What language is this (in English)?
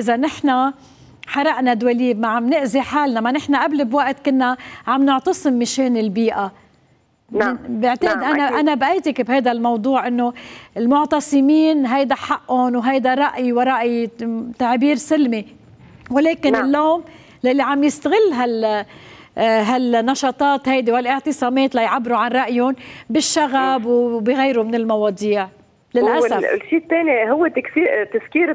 North Levantine Arabic